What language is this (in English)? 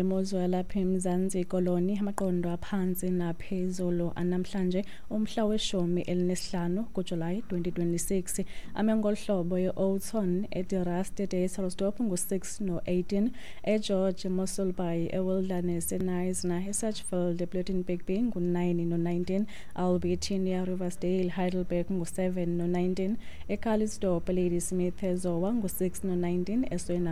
Xhosa